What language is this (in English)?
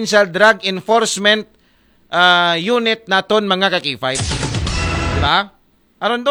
Aklanon